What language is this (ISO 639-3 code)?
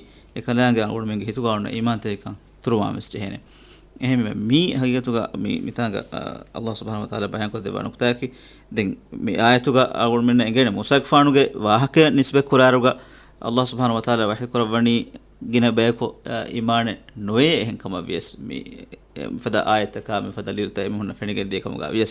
div